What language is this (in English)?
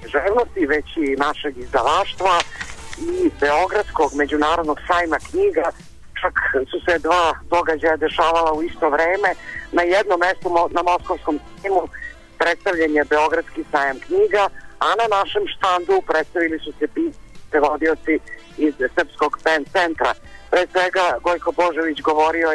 Serbian